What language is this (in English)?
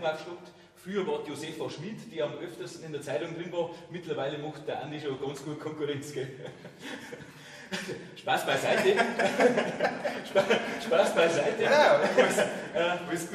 Bavarian